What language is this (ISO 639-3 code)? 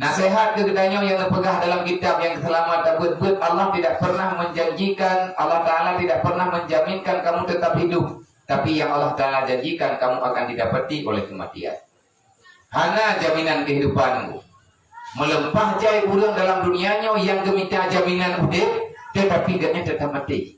ace